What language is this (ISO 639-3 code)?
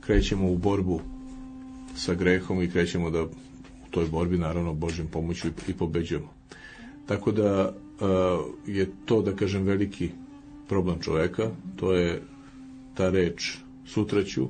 srp